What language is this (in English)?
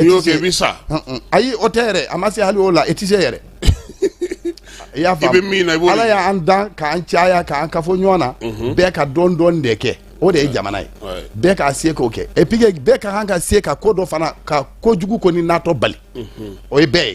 Bambara